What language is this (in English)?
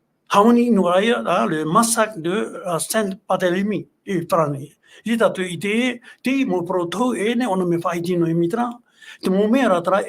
Tahitian